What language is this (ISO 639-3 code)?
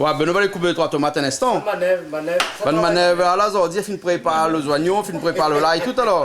rcf